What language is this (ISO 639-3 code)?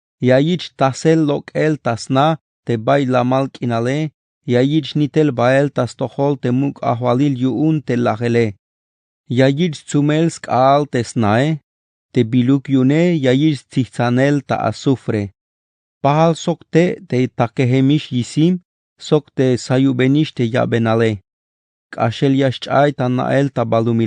tzh